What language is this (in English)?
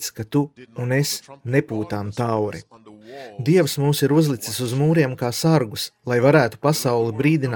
Latvian